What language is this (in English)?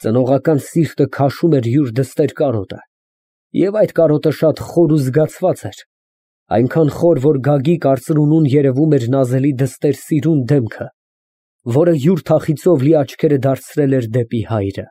Armenian